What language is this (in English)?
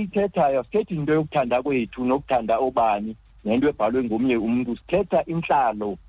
Xhosa